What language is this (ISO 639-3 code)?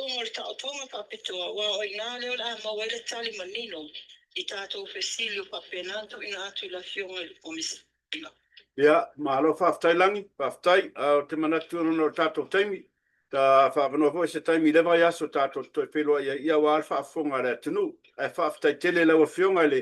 smo